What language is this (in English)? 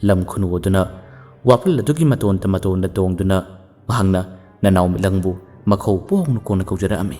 Manipuri